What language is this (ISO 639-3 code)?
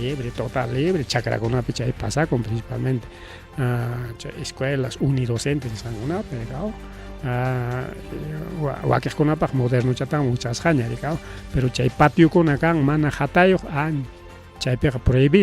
quy